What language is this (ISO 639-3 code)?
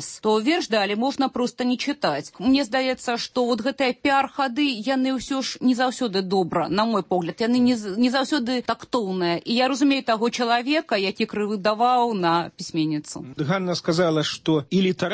bel